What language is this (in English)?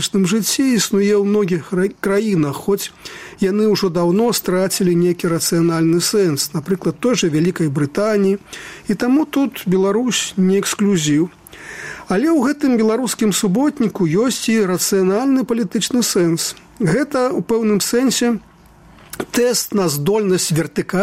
Belarusian